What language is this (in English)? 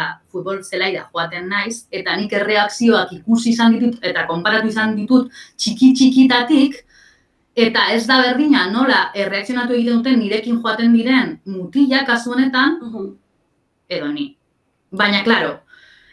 Basque